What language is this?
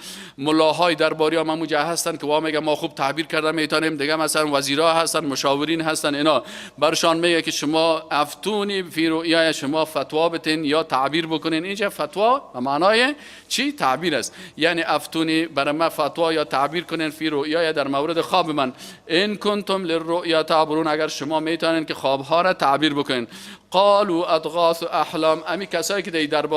Persian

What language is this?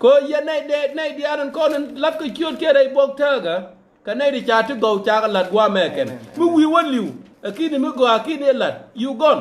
Nuer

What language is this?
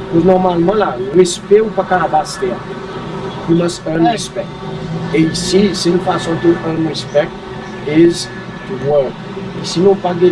Seselwa Creole French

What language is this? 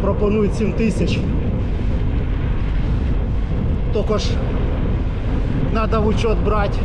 Ukrainian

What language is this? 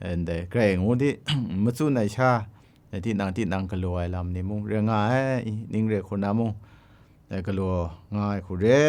Kachin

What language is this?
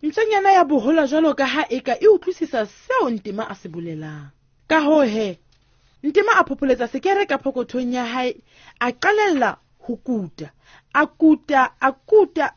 Southern Sotho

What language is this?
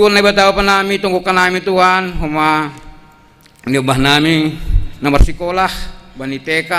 Batak Simalungun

